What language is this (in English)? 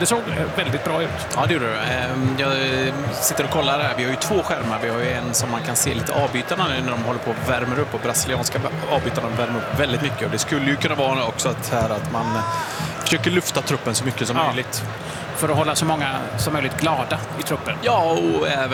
Swedish